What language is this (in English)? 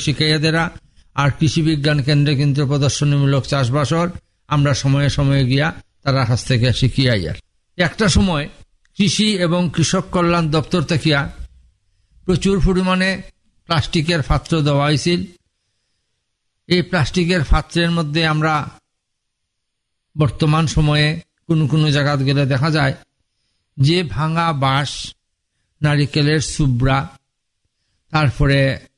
Bangla